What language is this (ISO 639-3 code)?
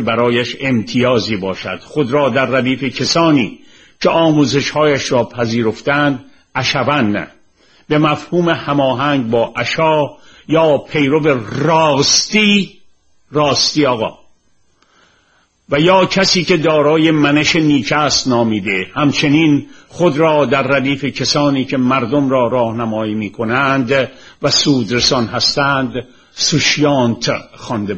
fas